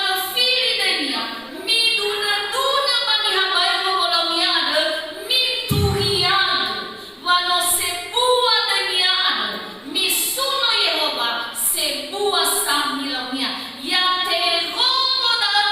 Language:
Nias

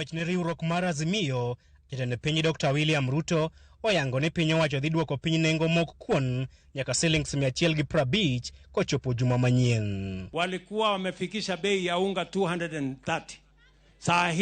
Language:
Luo (Kenya and Tanzania)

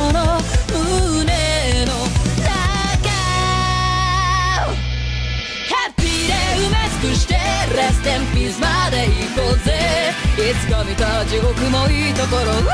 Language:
Japanese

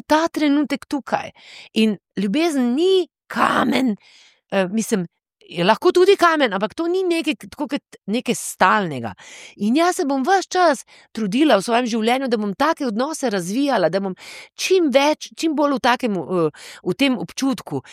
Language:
Slovenian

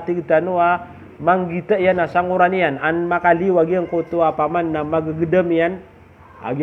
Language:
Maranao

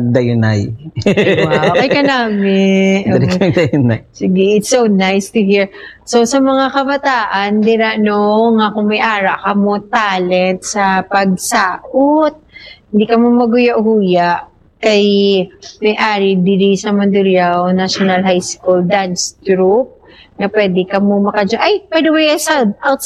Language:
Hiligaynon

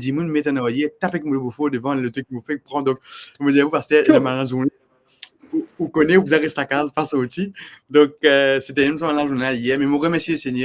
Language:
Morisyen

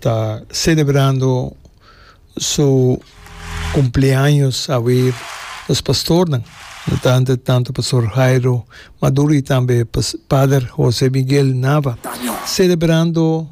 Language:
Papiamento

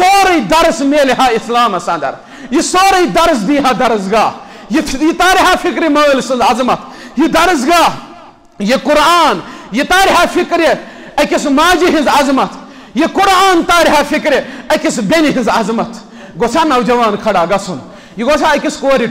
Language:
Kashmiri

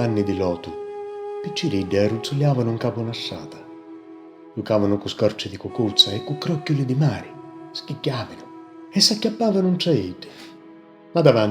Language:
Sicilian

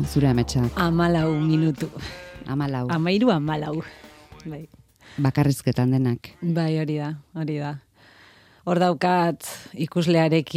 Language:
Basque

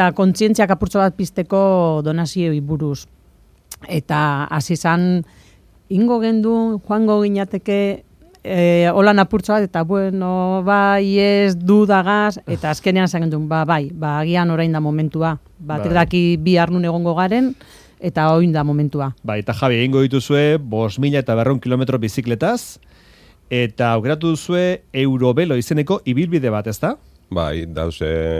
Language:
Basque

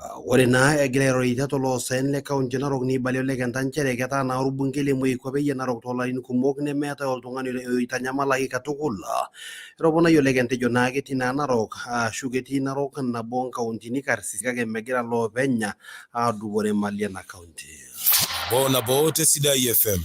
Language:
Masai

